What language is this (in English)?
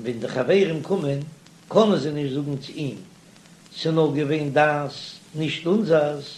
Yiddish